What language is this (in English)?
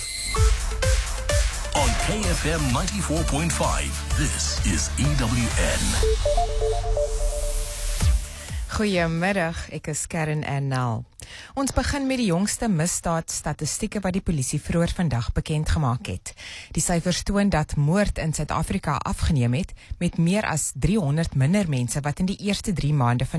Afrikaans